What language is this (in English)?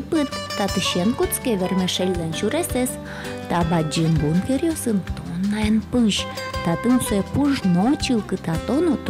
Udmurt